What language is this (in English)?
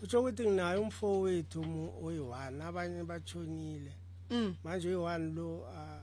Northern Sotho